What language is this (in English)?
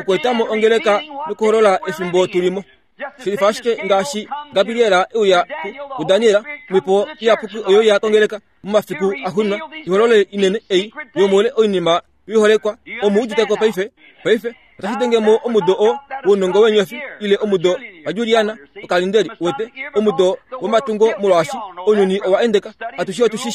Kuanyama